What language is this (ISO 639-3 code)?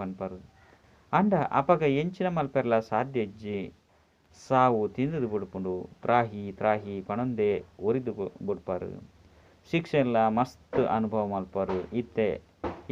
tcy